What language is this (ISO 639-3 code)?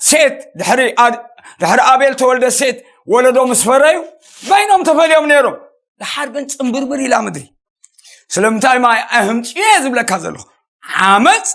tir